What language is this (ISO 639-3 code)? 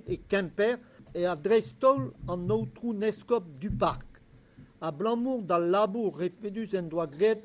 bre